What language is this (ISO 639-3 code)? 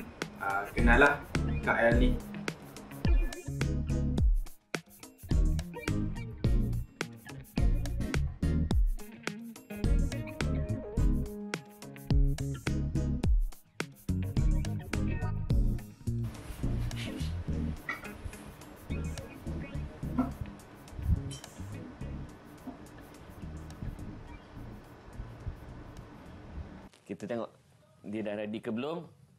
msa